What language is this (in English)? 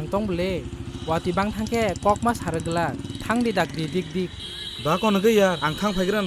Kok Borok